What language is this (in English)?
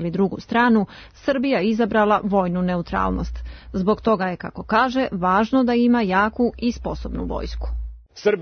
Serbian